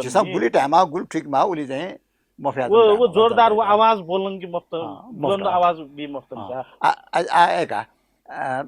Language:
Newari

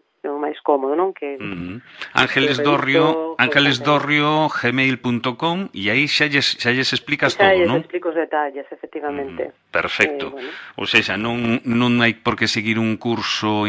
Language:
Galician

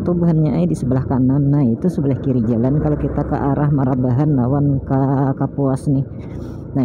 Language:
Banjar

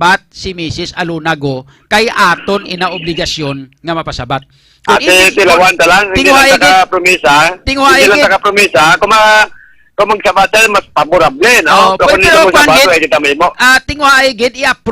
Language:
Hiligaynon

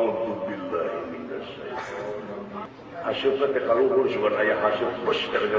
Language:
Sundanese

